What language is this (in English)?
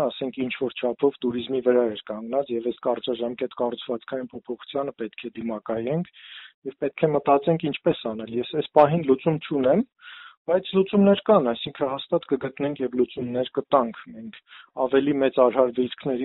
Armenian